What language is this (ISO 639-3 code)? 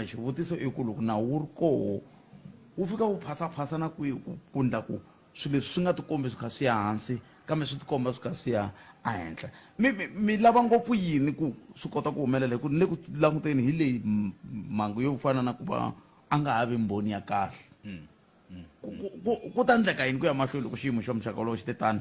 tso